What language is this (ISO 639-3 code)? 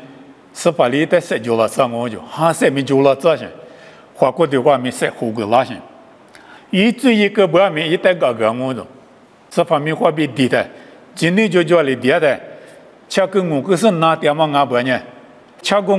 lis